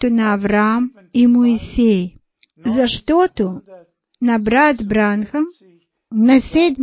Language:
Bulgarian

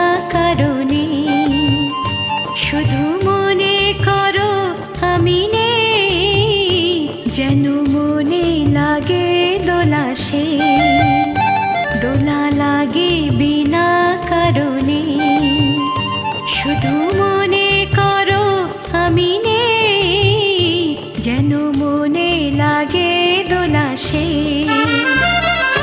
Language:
Bangla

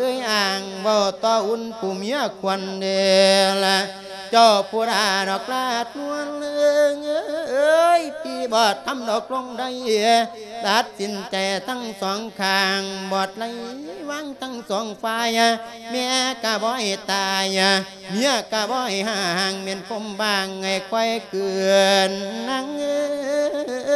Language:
Lao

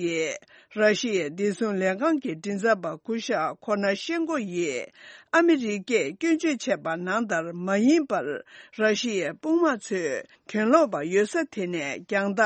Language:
Tibetan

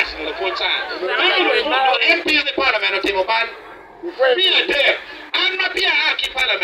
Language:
Acoli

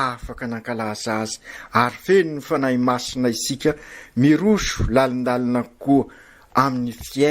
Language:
Malagasy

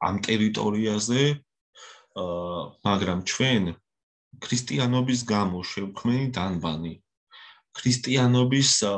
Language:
Georgian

